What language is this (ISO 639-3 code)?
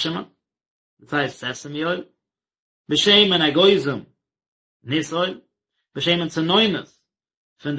yid